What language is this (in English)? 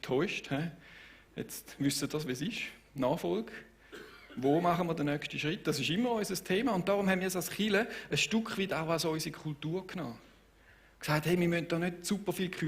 Swiss German